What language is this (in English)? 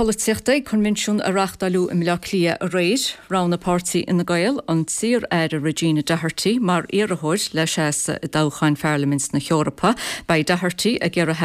Irish